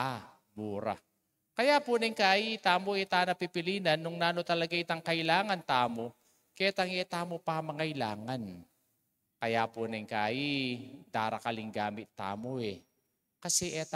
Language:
Pampanga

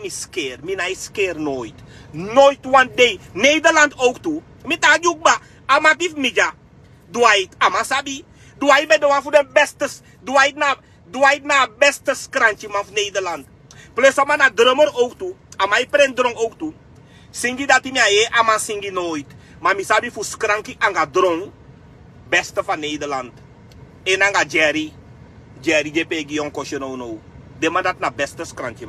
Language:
Sranan Tongo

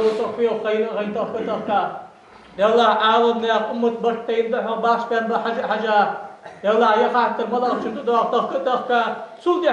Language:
Ingush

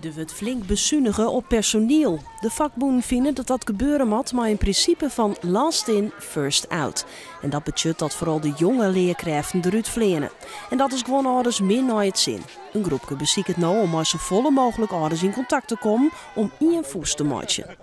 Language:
Western Frisian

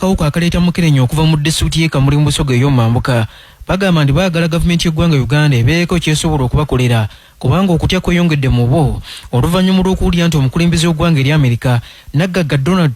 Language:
Ganda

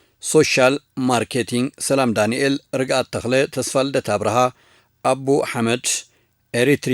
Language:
Tigrinya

